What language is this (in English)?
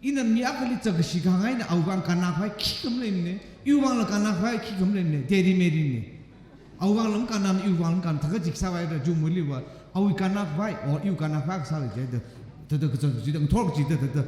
Tangkhul Naga (India)